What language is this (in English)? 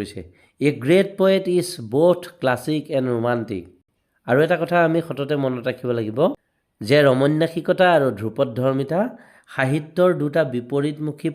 Assamese